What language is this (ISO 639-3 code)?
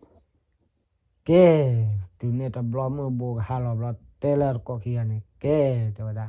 ksw